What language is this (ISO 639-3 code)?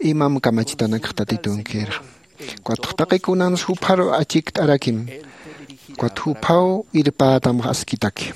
aym